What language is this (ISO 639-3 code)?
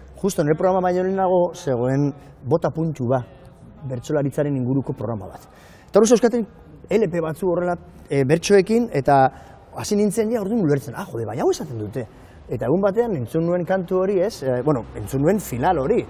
eus